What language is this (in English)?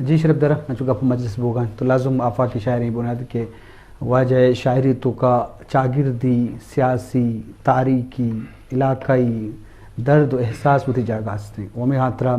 Eastern Balochi